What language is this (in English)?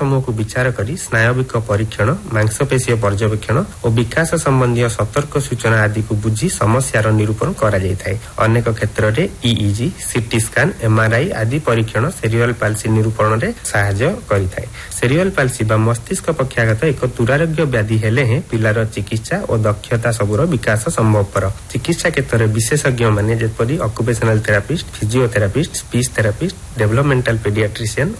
Odia